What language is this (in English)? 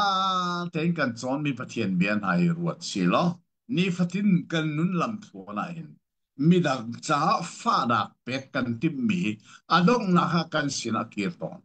Hakha Chin